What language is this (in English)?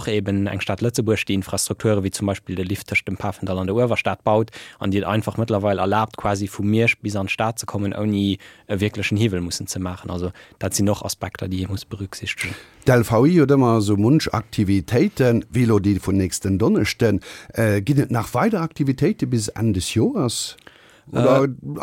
Luxembourgish